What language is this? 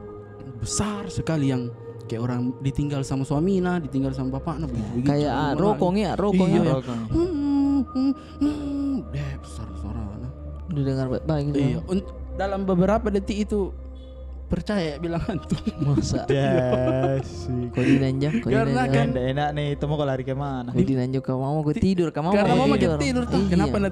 Makassar Malay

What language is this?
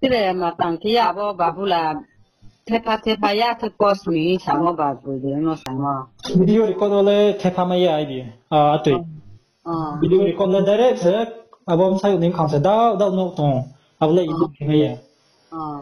Riang (India)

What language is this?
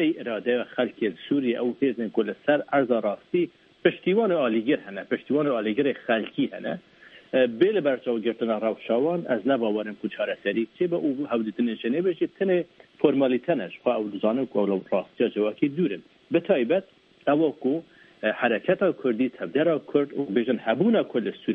Kurdish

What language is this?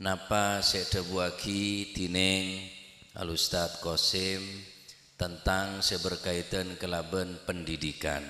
Madurese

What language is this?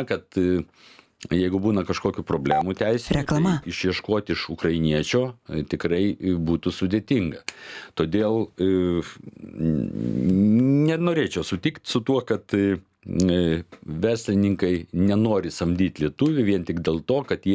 Lithuanian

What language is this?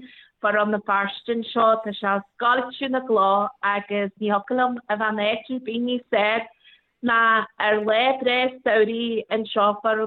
Irish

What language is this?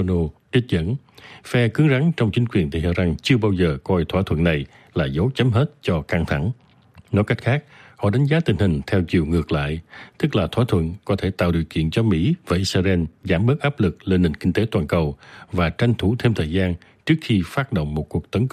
Vietnamese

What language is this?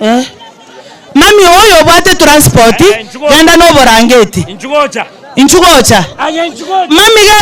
Gusii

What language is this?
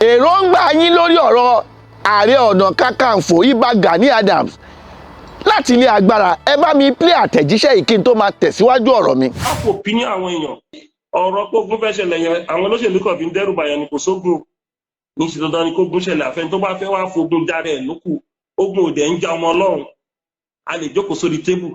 Yoruba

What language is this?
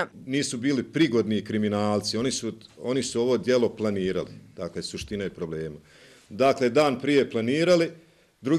Croatian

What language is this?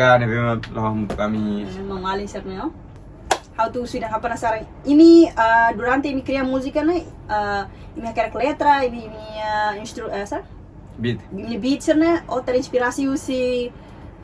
Tetum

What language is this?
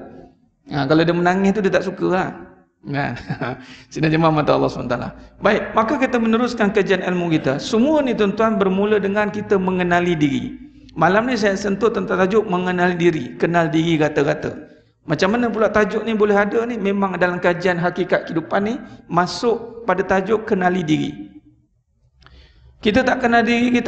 Malay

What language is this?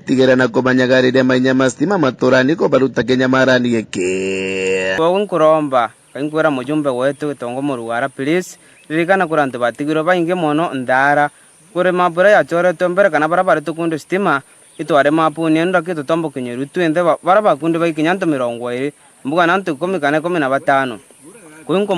Meru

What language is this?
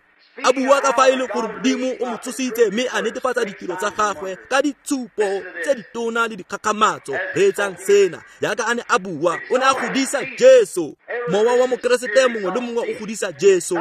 Tswana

